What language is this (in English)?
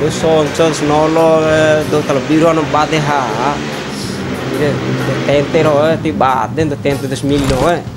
Bima